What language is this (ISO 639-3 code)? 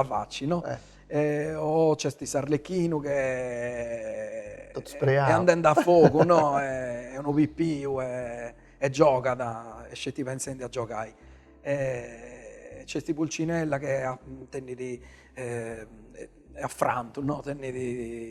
srd